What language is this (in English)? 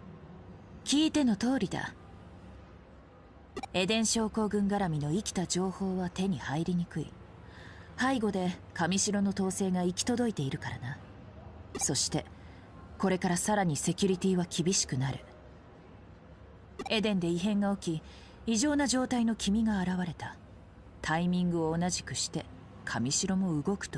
Japanese